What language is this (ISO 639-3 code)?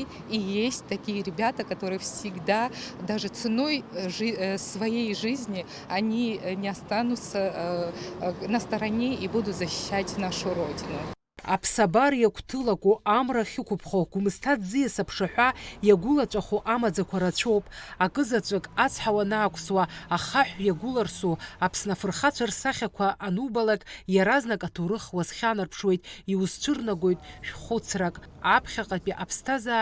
abk